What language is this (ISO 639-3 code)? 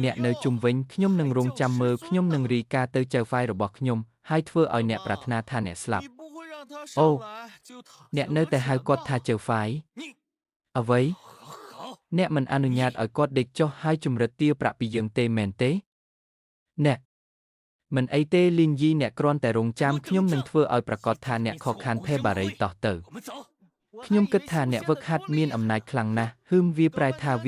khm